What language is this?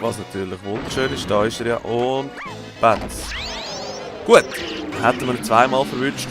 Swiss German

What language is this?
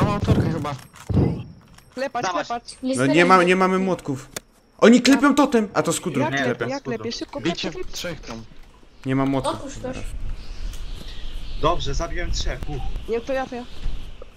Polish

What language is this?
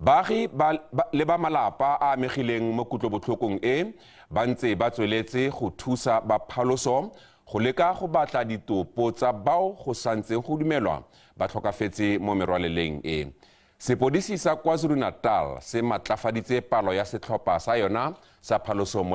Tswana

